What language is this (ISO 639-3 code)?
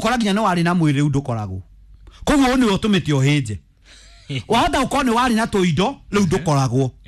kik